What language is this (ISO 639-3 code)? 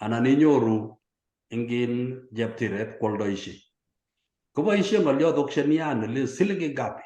kln